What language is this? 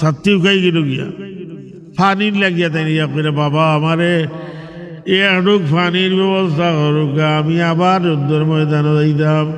Sylheti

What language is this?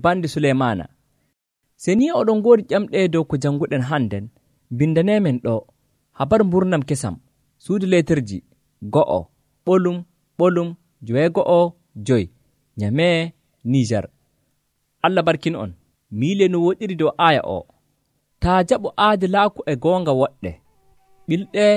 Nigerian Fulfulde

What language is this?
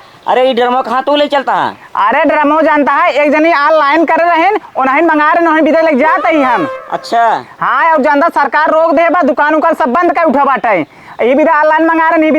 Awadhi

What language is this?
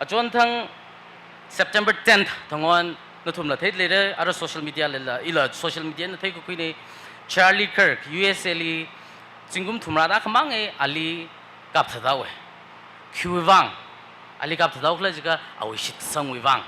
Tangkhul Naga (India)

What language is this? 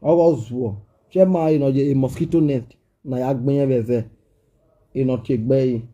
Nigerian Pidgin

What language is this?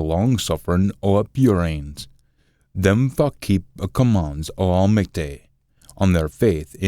Scots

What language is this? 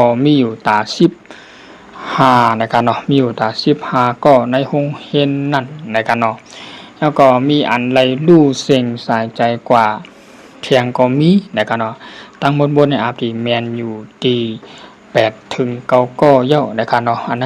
Shan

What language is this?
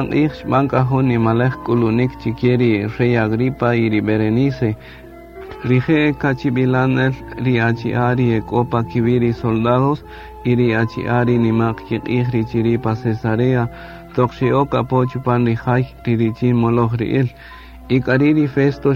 Kaqchikel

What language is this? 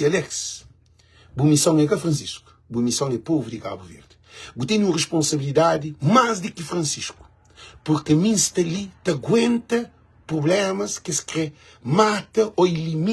Kabuverdianu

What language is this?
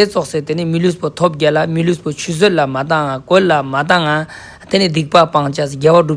Ladakhi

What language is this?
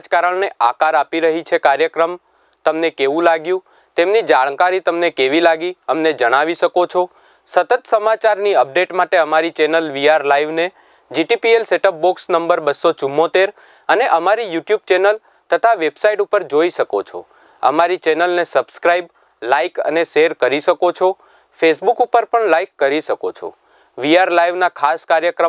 Gujarati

